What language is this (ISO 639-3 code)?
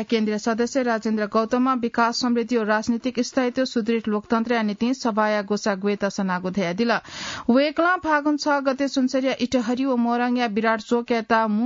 new